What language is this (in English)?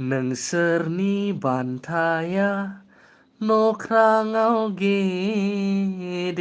Bodo